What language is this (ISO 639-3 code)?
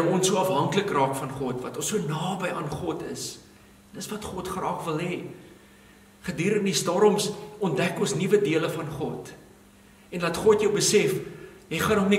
afr